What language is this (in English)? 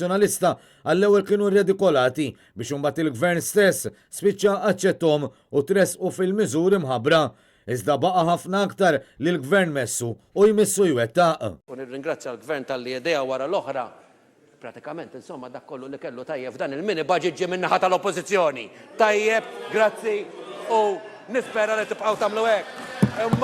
Maltese